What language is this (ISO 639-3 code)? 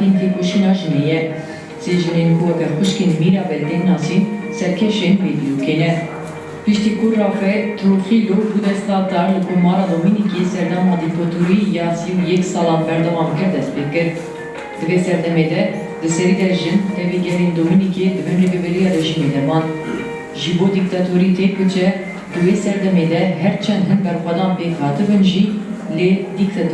kur